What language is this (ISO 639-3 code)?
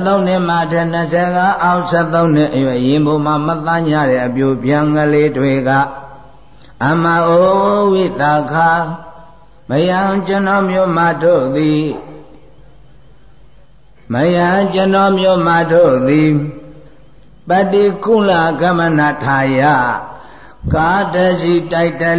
mya